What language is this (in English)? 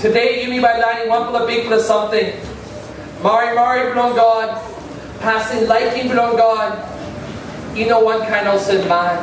Tok Pisin